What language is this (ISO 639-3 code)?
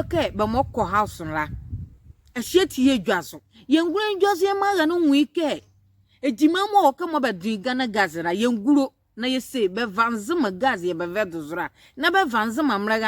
nzi